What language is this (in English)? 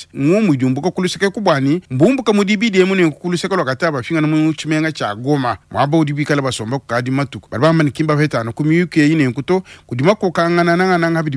Luba-Lulua